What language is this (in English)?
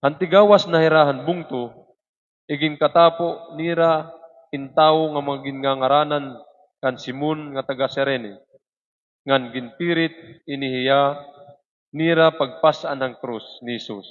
Waray